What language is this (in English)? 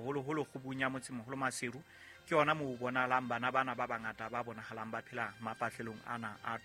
Southern Sotho